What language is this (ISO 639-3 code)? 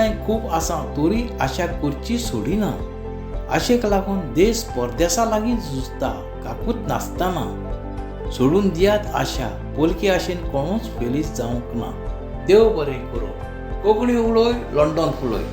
kok